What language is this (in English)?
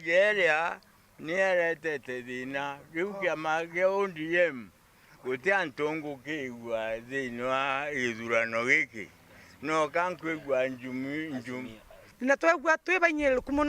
Meru